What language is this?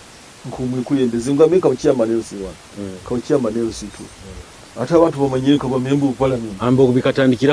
Nyoro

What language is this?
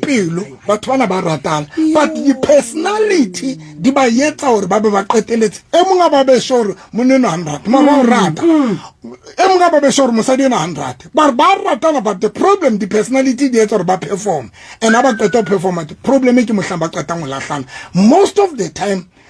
Southern Sotho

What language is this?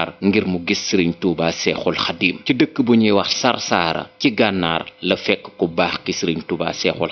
Wolof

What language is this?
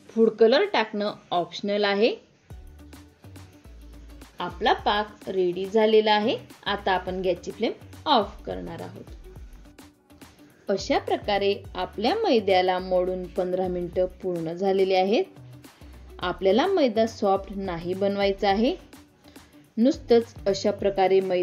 Marathi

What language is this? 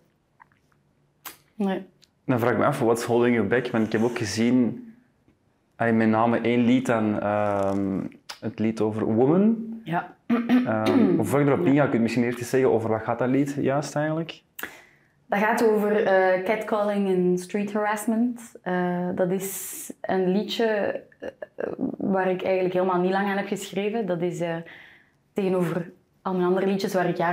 Dutch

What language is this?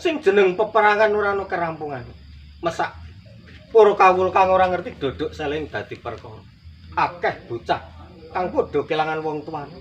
Javanese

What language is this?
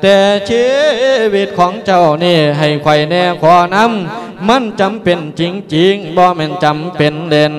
Lao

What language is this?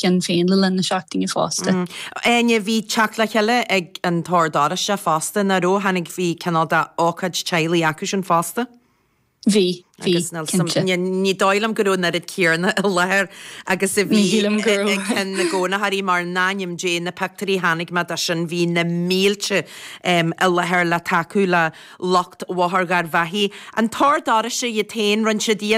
Irish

